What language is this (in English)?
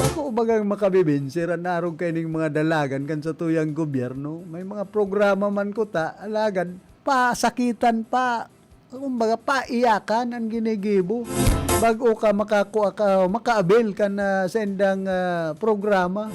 Bikol